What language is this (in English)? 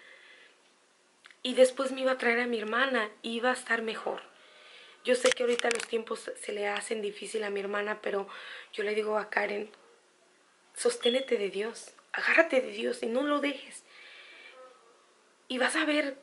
Spanish